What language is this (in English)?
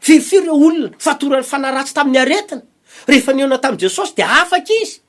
Malagasy